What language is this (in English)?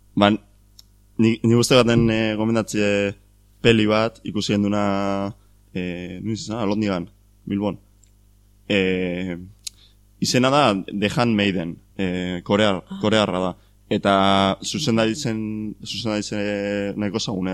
Basque